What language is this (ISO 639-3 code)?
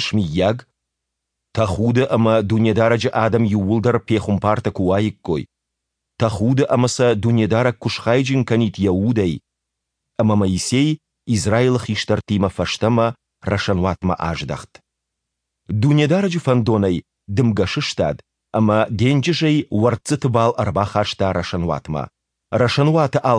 oss